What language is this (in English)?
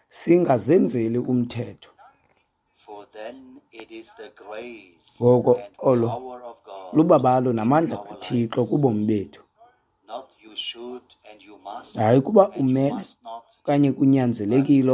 Xhosa